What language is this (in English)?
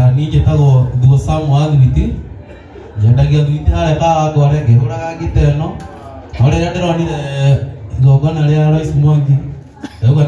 Kikuyu